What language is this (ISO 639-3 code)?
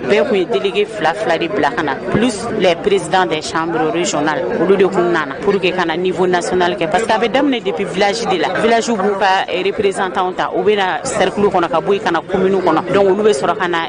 bam